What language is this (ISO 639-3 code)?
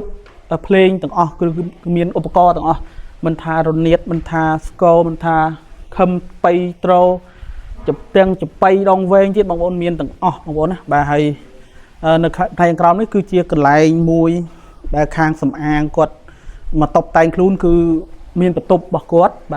khm